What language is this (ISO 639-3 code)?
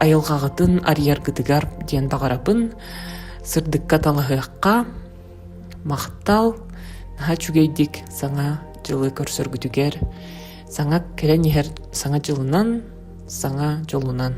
sah